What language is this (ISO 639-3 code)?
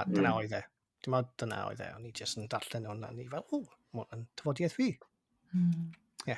cym